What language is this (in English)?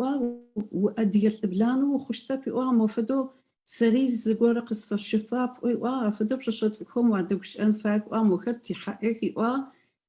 Adyghe